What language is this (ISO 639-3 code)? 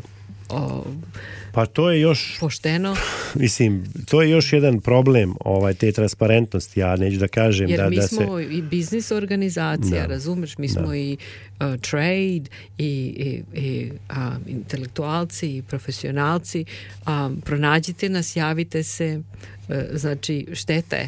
srp